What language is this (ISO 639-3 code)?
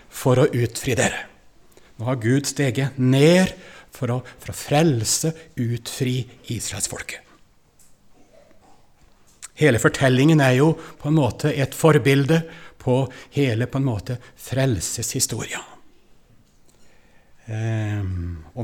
nor